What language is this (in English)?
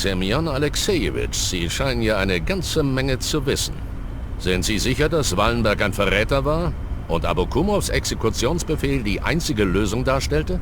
Bavarian